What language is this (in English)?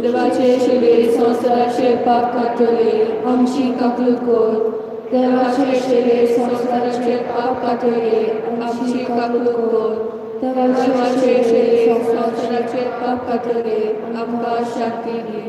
Konkani